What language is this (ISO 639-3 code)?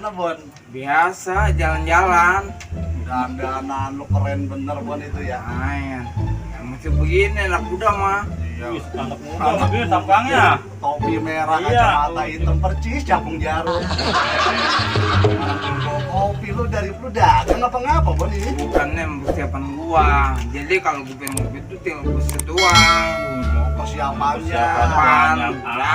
bew